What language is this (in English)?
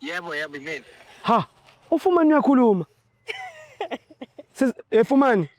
Zulu